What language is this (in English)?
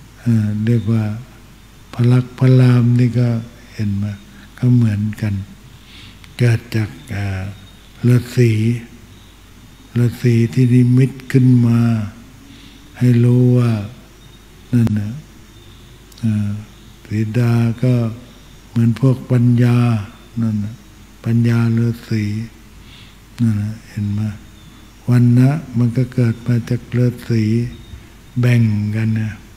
Thai